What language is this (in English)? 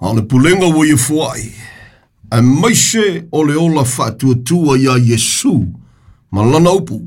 Samoan